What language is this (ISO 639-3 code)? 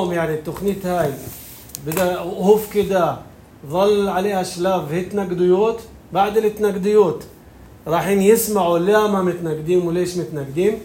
apc